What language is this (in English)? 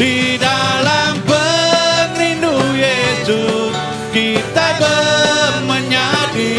Iban